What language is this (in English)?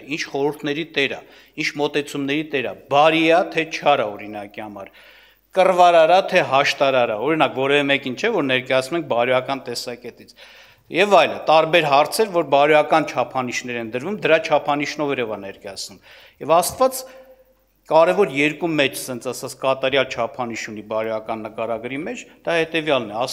Armenian